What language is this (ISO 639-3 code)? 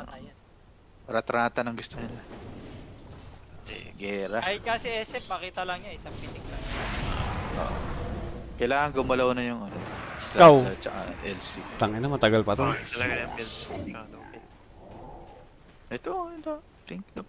fil